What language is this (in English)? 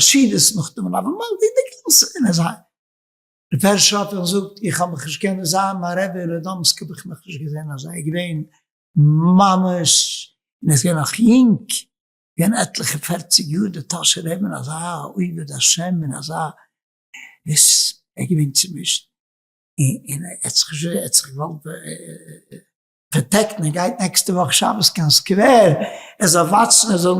Yiddish